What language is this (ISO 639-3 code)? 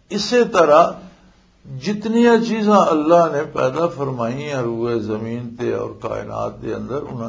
lah